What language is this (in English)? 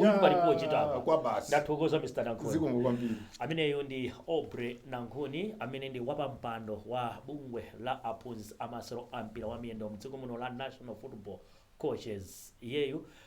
Nyanja